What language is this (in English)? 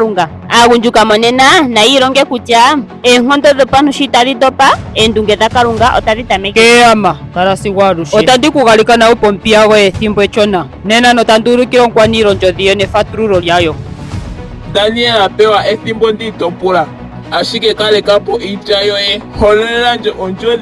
Ndonga